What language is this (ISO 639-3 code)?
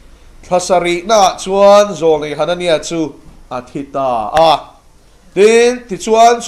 lus